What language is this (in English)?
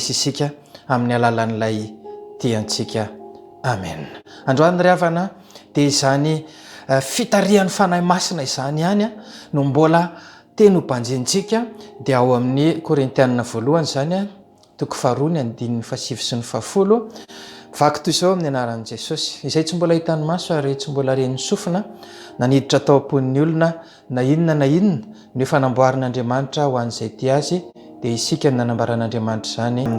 Malagasy